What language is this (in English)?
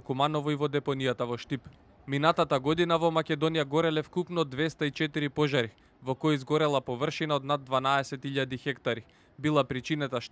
Macedonian